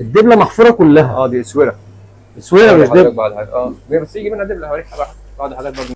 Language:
Egyptian Arabic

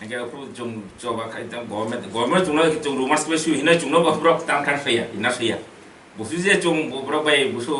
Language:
Kok Borok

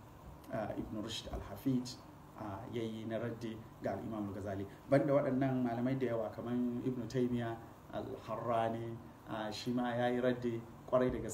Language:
Hausa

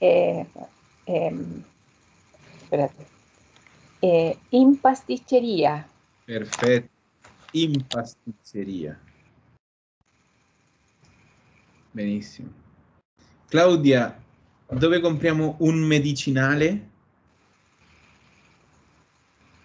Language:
Italian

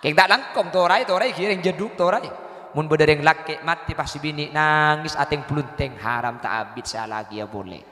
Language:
Madurese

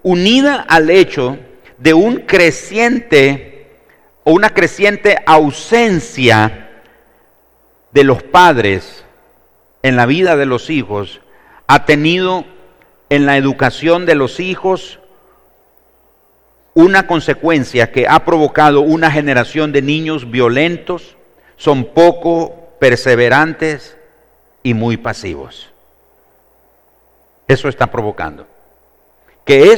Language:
Spanish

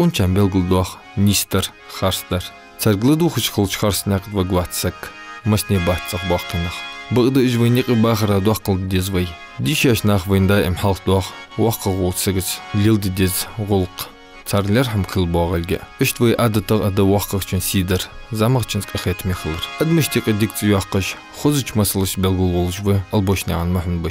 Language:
Ingush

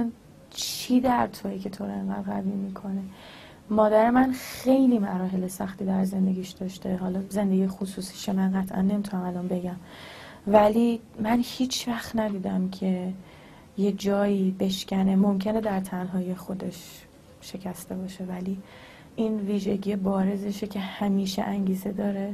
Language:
Persian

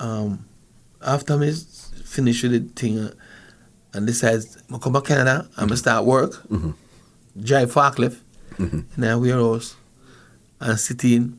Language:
Jamaican Creole English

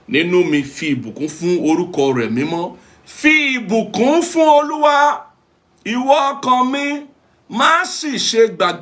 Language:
Yoruba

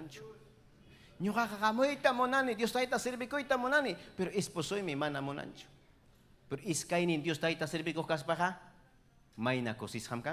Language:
Ayacucho Quechua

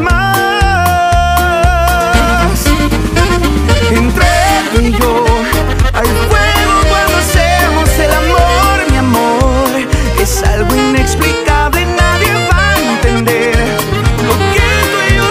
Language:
Spanish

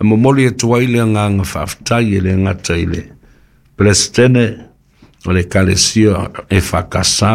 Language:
Samoan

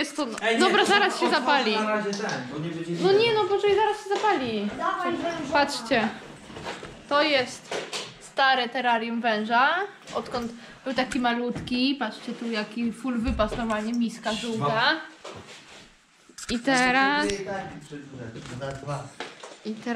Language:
Polish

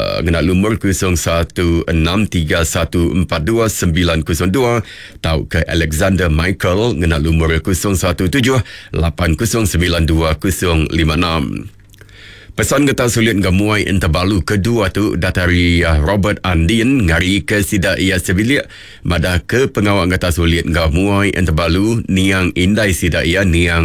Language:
Iban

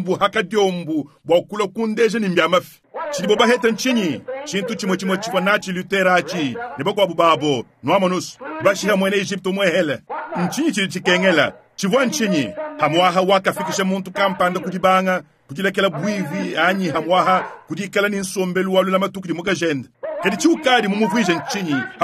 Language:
Luba-Lulua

